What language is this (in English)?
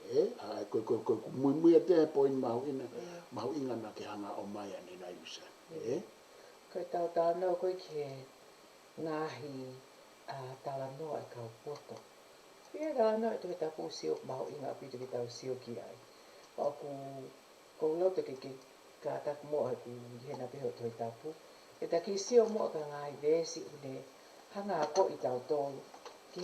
Tongan